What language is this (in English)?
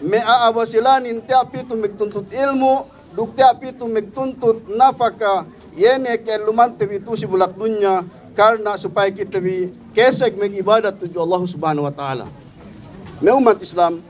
Yakan